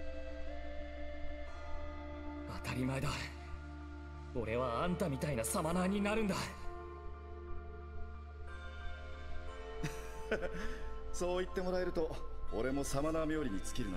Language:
Japanese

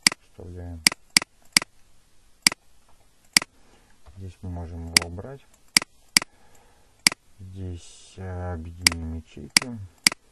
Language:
Russian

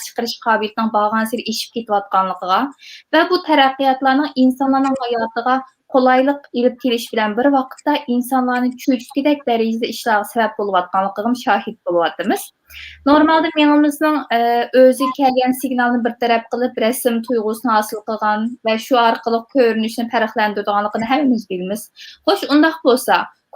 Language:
Uyghur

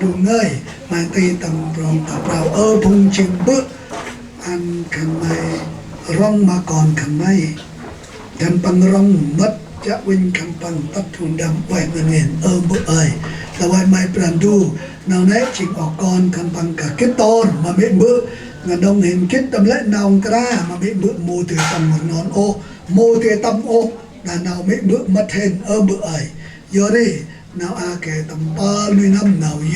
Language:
Central Mnong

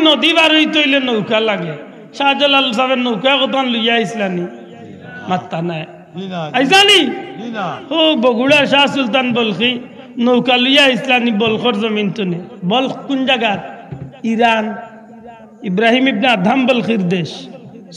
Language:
Sylheti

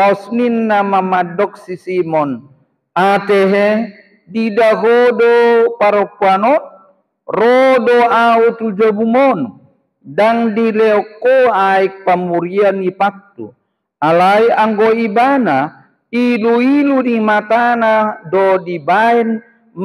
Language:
Batak Toba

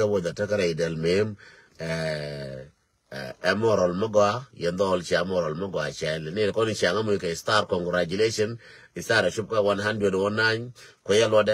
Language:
Nuer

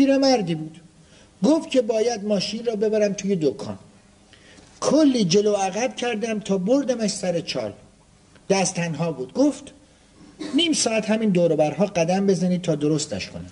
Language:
Persian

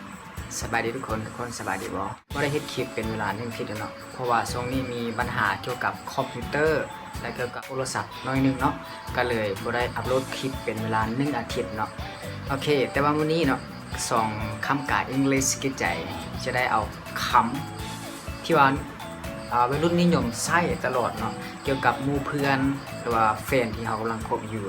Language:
Lao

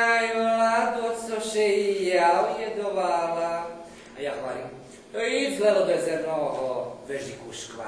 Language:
Rusyn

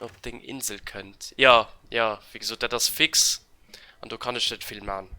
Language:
Luxembourgish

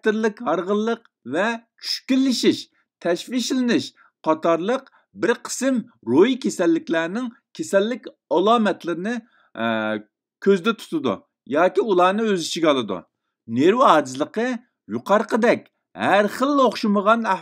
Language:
Uyghur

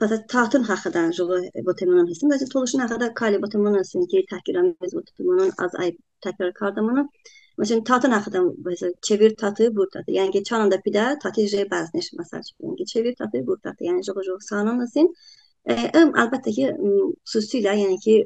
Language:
Talysh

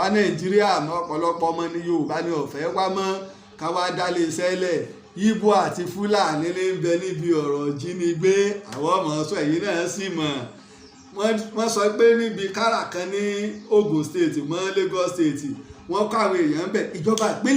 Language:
Yoruba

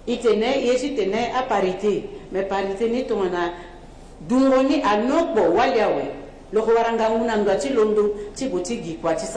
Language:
Sango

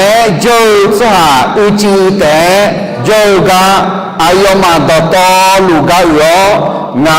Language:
Akha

